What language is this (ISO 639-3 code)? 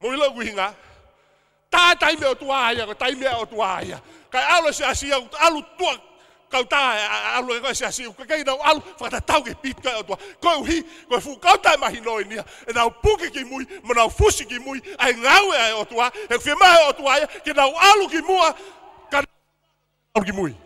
ton